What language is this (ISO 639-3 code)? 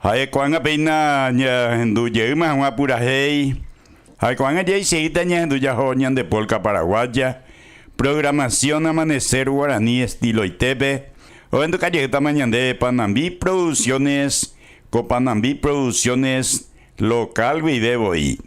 grn